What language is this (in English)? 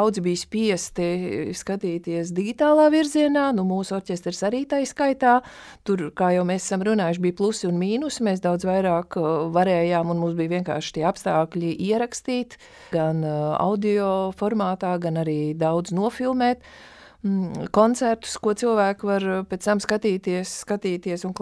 Latvian